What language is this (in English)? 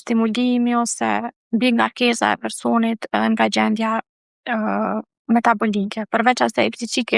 Albanian